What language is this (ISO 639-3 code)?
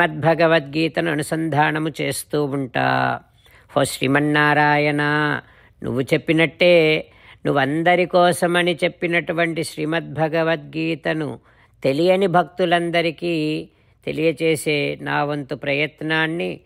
tel